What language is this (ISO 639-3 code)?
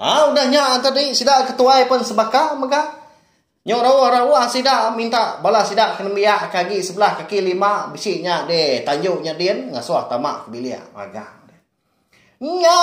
iba